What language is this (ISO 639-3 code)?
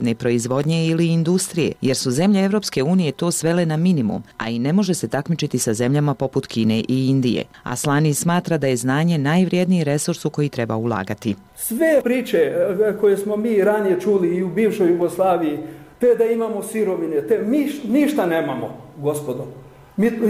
bos